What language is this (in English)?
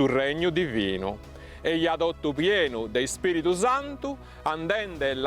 Sardinian